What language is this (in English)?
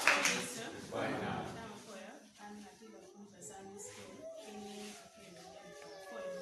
Acoli